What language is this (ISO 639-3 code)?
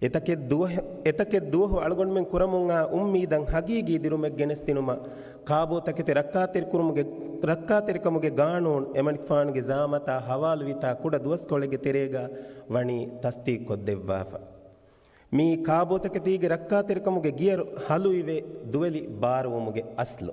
div